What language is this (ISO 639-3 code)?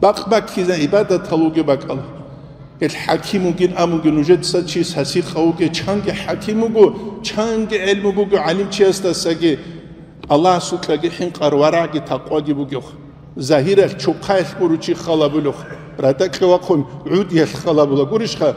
ava